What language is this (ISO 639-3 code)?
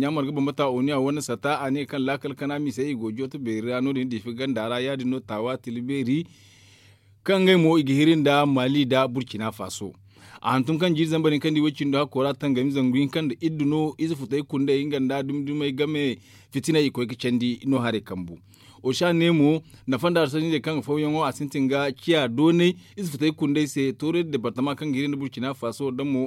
dje